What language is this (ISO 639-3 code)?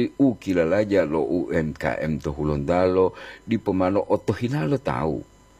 gor